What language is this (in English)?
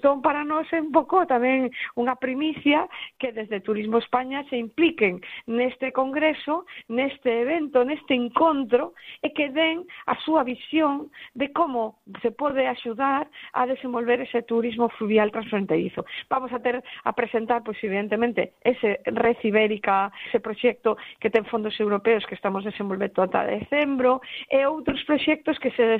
Galician